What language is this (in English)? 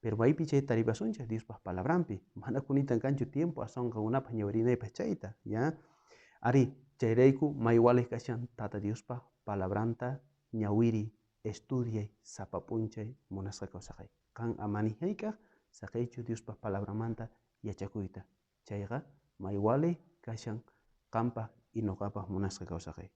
South Bolivian Quechua